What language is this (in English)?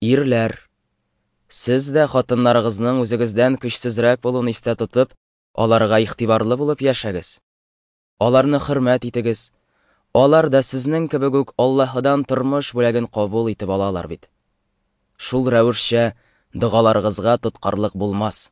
Tatar